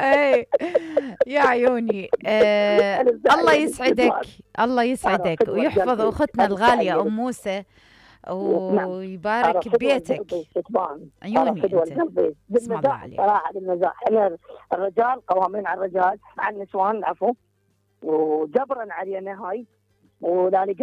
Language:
Mesopotamian Arabic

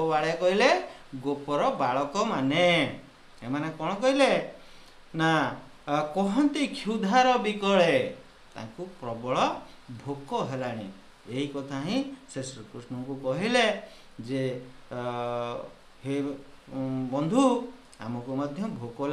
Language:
Odia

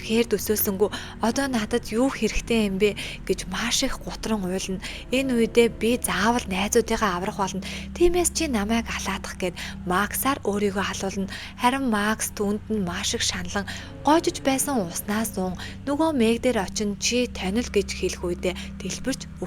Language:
Mongolian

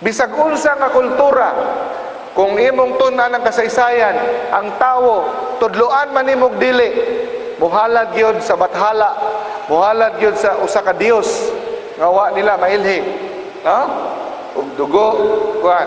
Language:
Cebuano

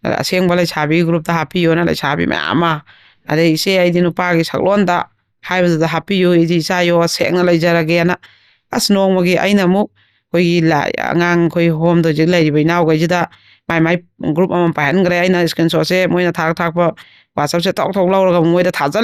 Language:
Manipuri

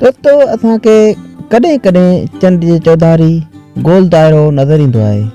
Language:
Sindhi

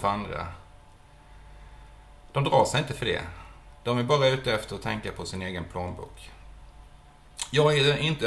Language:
Swedish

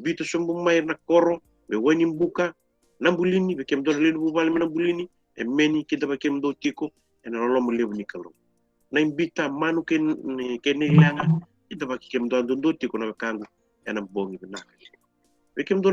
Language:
Fijian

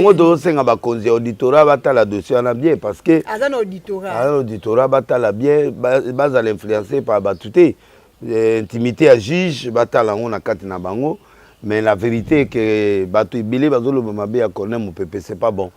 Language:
Lingala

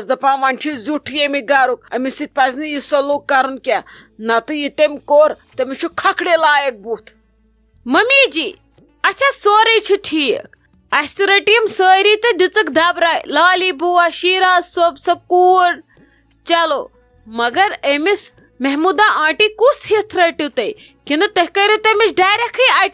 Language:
Kashmiri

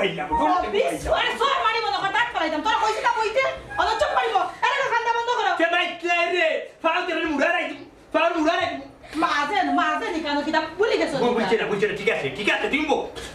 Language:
Sylheti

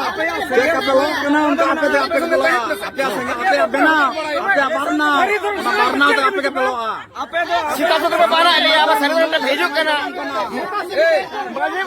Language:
Santali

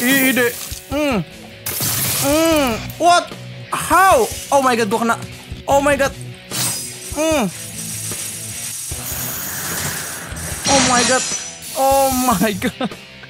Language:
Indonesian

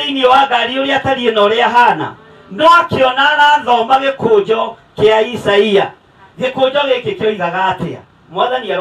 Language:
Kikuyu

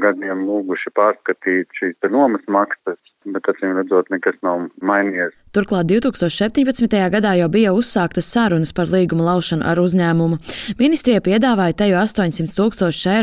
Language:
Latvian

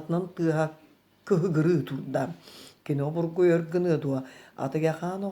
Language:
Yakut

